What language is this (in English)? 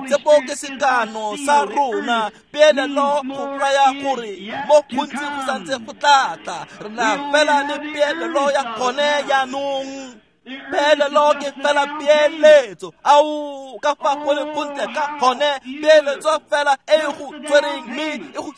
Tswana